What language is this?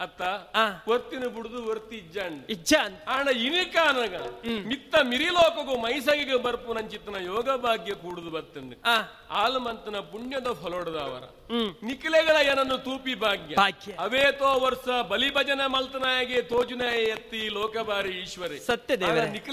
Tulu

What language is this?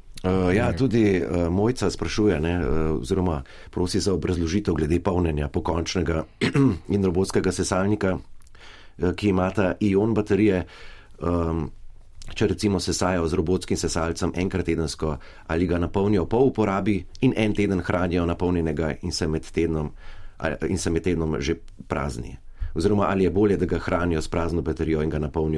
Slovenian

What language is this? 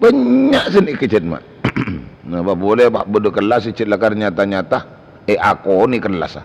Madurese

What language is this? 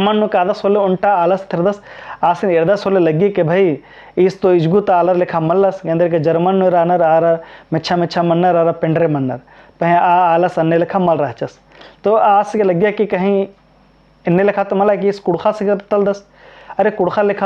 Kurukh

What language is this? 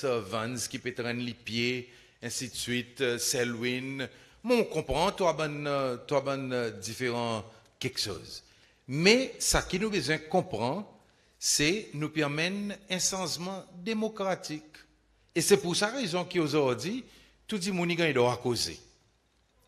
Seselwa Creole French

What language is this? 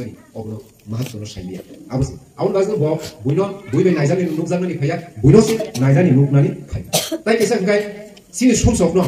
Kok Borok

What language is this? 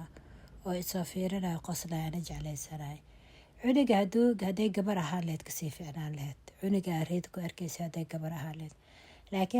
Somali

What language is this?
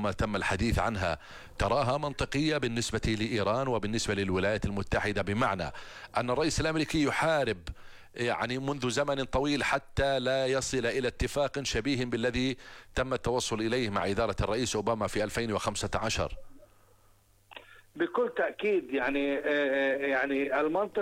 Arabic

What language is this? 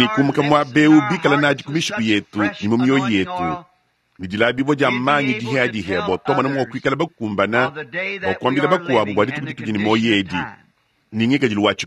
Luba-Lulua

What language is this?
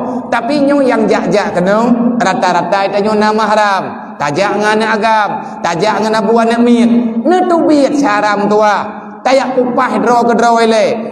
Achinese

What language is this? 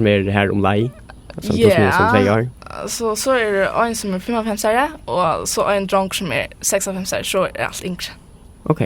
Faroese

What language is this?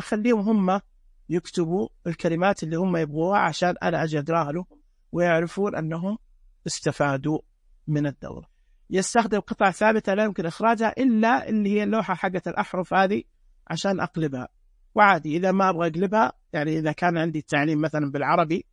Najdi Arabic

